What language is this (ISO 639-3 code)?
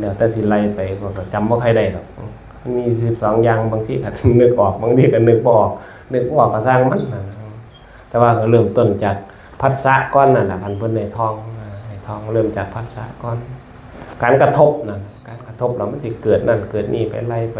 tts